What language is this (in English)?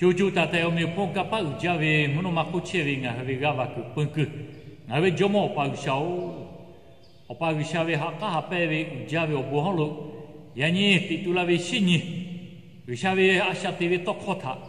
Lahu